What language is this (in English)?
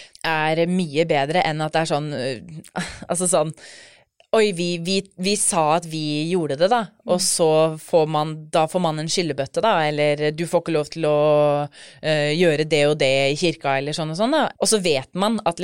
Norwegian